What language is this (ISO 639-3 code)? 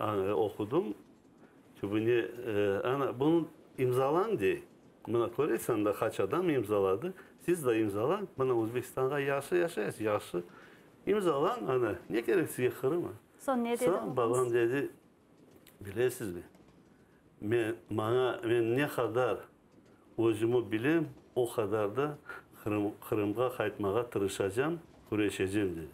crh